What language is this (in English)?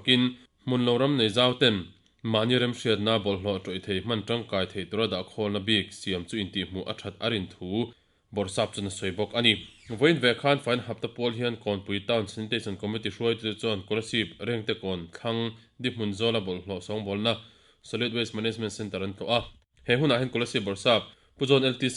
Mizo